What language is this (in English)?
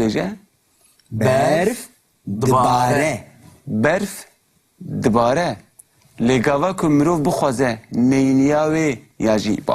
Kurdish